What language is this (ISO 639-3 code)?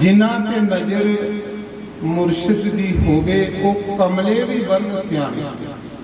doi